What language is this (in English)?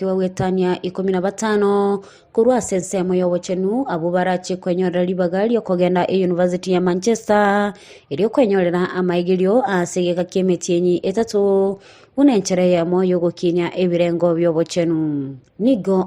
Gusii